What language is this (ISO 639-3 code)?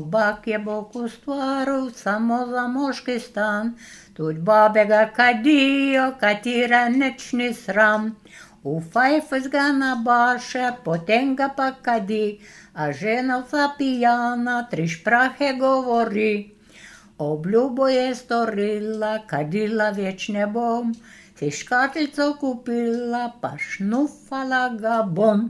slv